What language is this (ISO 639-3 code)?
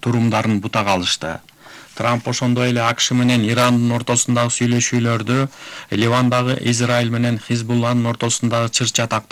kir